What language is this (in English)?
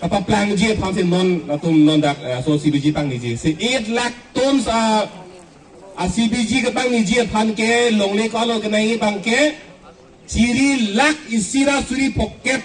Karbi